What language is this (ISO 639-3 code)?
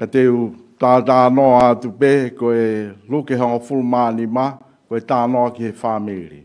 ton